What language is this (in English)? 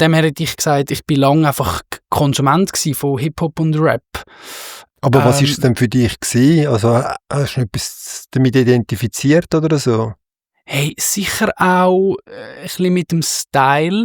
Swiss German